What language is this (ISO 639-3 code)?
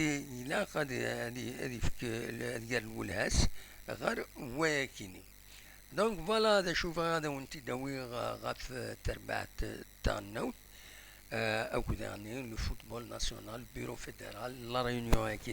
kab